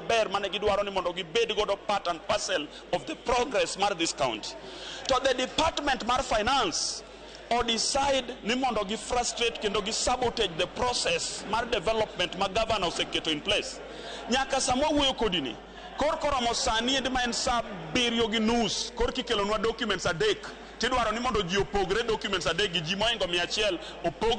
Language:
Luo (Kenya and Tanzania)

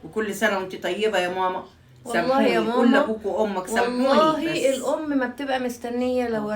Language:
Egyptian Arabic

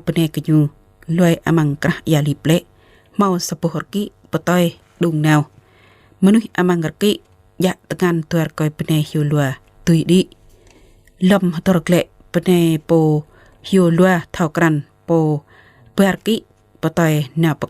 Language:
Jarai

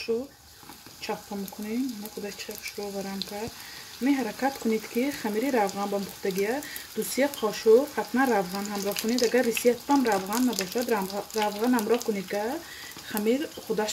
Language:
Tajik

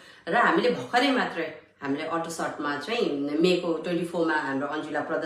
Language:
Nepali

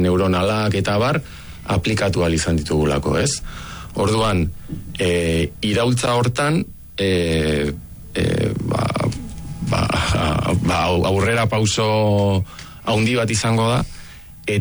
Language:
Basque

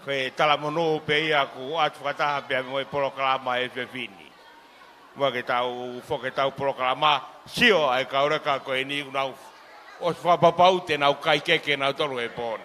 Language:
Tongan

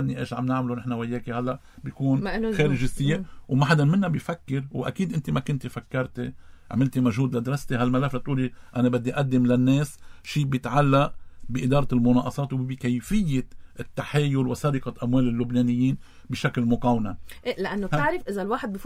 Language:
North Levantine Arabic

